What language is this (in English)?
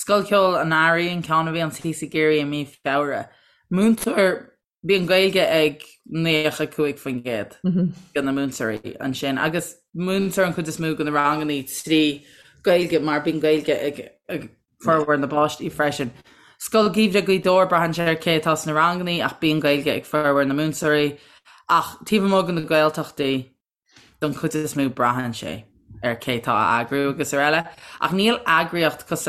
Irish